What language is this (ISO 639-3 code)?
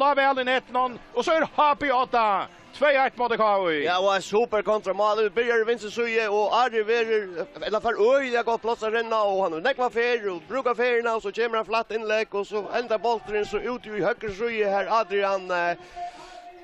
fao